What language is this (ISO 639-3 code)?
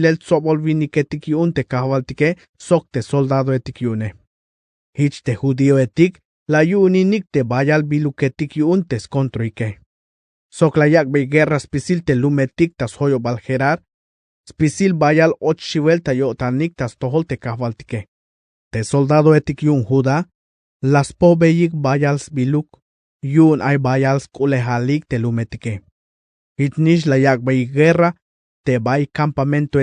tzh